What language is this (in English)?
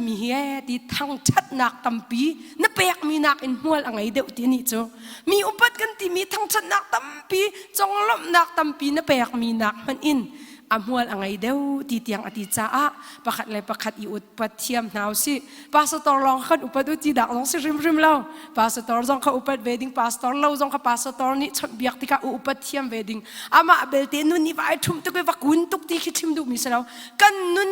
Hakha Chin